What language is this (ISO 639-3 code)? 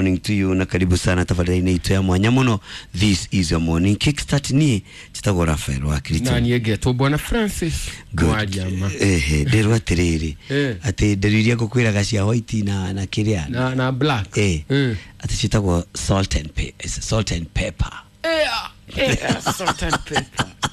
kik